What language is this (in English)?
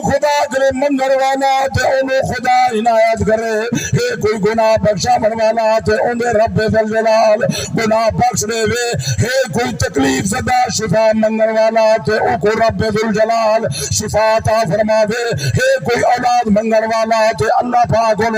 Saraiki